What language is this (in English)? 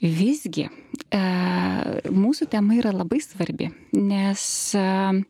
Lithuanian